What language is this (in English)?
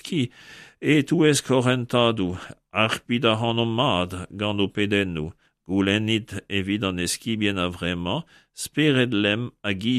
Breton